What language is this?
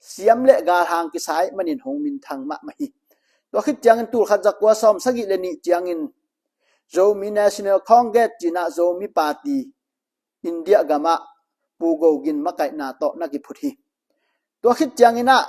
Tedim Chin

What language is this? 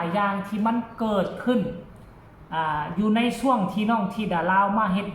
Northeastern Thai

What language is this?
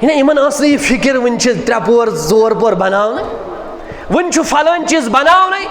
Kashmiri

